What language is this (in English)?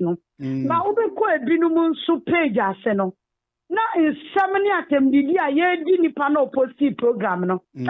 Akan